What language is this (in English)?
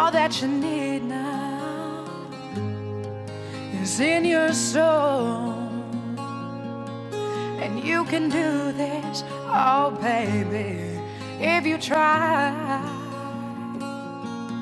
English